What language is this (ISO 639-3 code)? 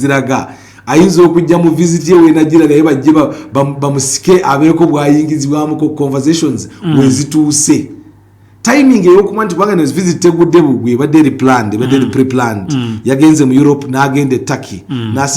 lug